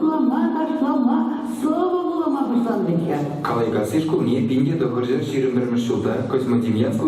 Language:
Chuvash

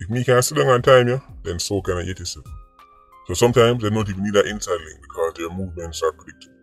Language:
Jamaican Creole English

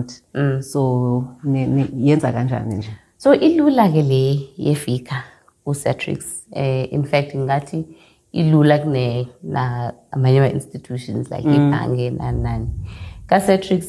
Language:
Xhosa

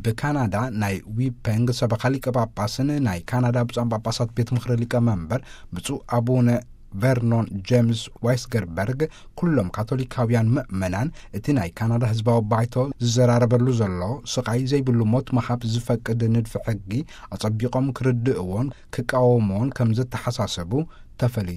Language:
Tigrinya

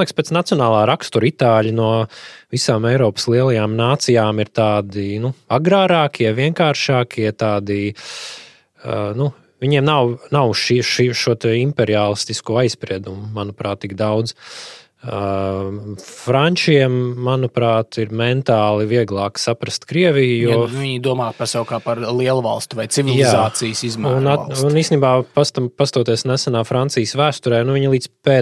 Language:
Latvian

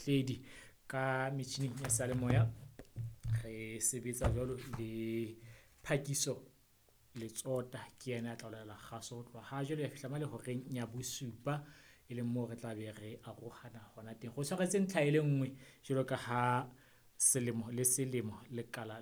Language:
Southern Sotho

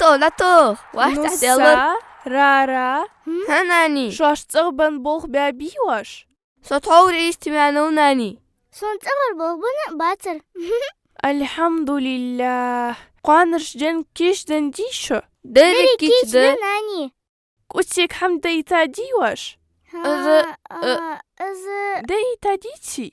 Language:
Ingush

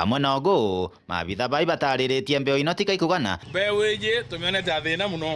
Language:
Meru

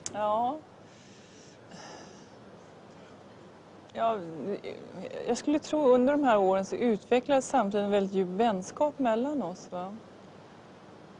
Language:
Swedish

